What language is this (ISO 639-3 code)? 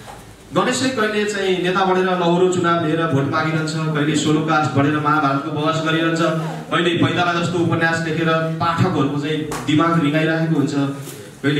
nep